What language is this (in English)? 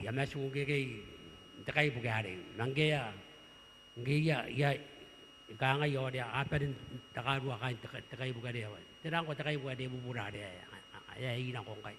Gilbertese